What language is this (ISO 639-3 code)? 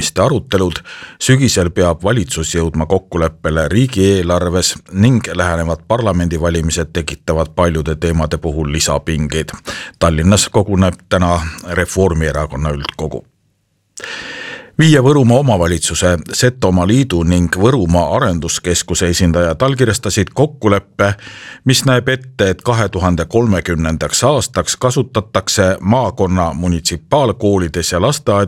est